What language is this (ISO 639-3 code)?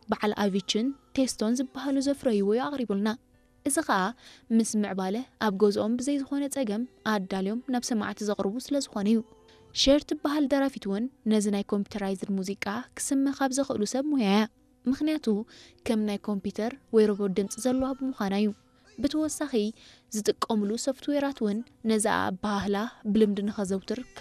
tir